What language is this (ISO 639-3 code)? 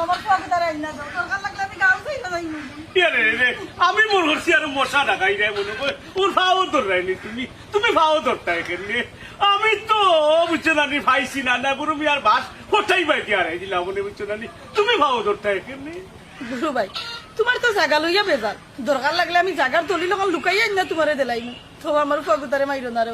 syl